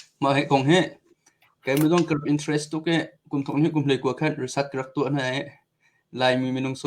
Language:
Hakha Chin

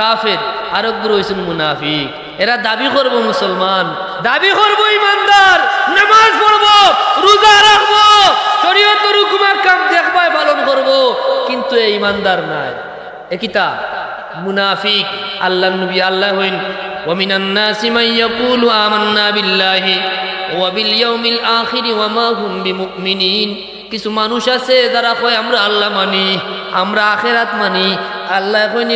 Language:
Sylheti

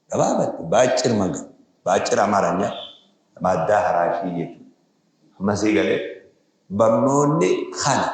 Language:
Oromo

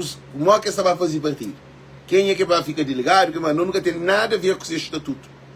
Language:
Kabuverdianu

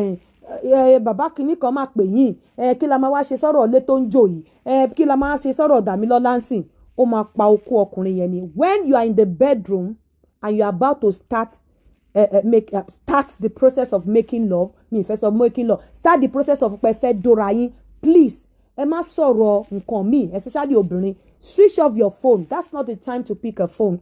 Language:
Yoruba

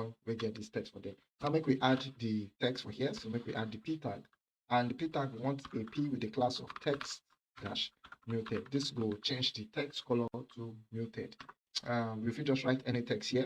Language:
Nigerian Pidgin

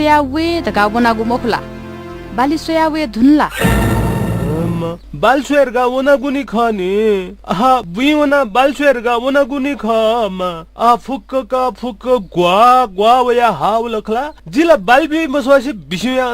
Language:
Newari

